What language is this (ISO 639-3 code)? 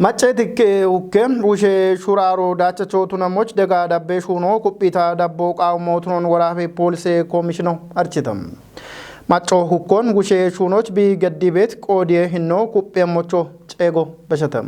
kbr